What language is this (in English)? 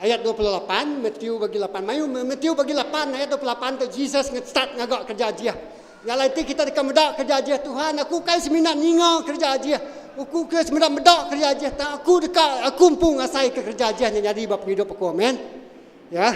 Iban